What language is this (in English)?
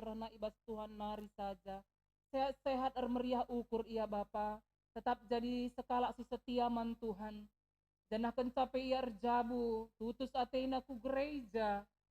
Batak Karo